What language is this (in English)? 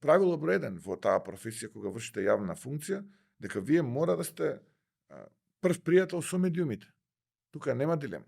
Macedonian